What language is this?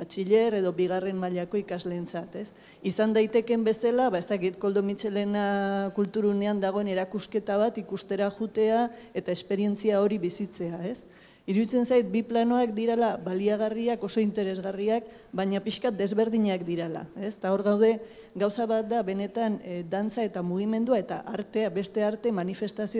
Basque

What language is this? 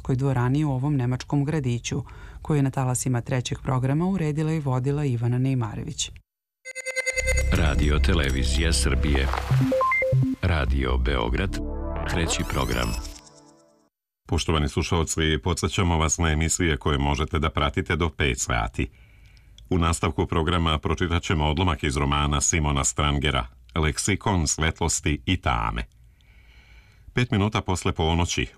Serbian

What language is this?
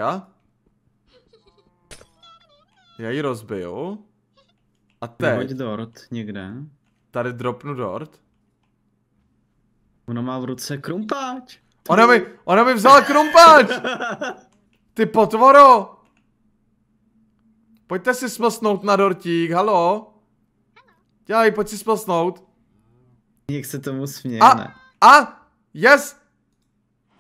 Czech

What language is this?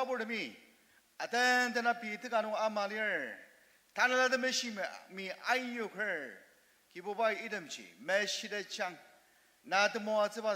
Ao Naga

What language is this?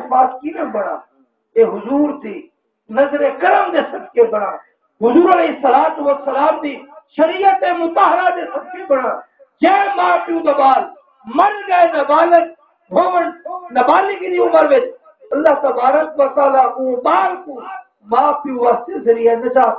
Saraiki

